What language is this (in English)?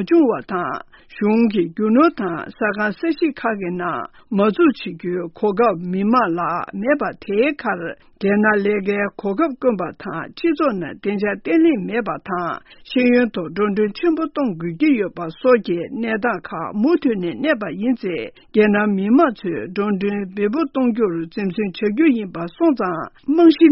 Tibetan